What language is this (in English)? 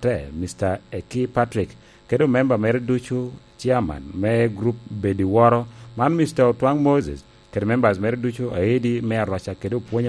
Lango (Uganda)